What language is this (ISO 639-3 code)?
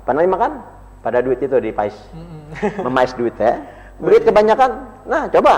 bjn